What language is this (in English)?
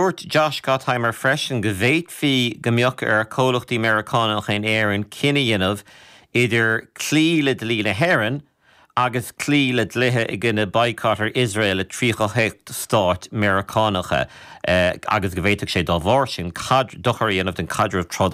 Irish